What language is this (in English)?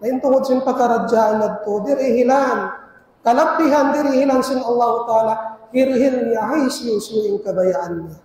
Tausug